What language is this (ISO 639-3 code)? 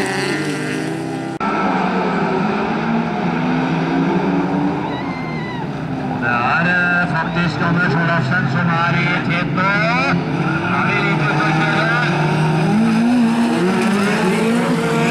nor